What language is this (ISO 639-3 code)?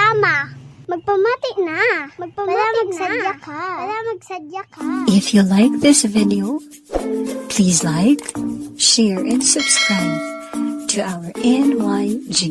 hil